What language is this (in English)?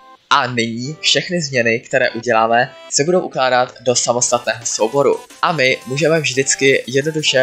Czech